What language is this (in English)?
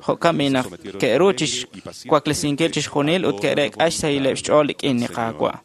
Kekchí